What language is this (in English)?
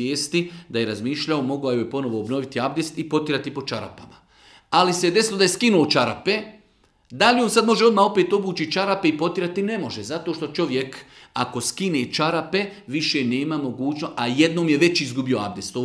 Bosnian